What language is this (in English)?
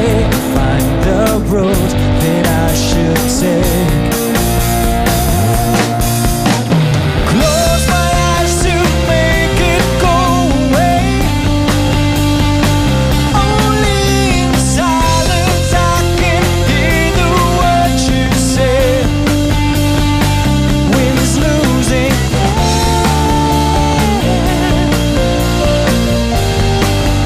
Dutch